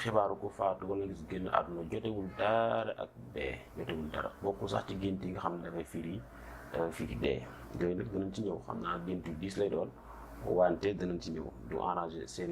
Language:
Wolof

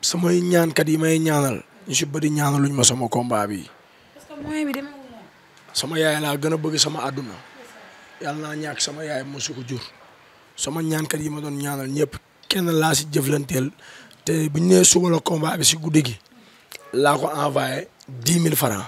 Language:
Wolof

